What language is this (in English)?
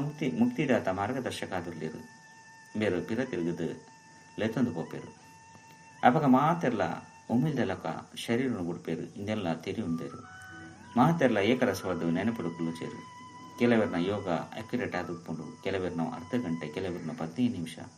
Tulu